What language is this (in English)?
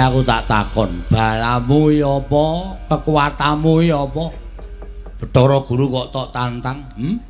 Javanese